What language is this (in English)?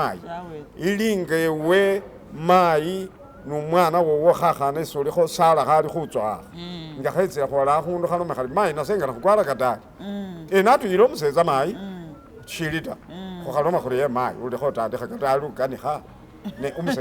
Masaaba